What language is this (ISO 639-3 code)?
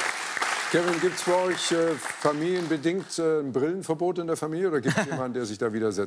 deu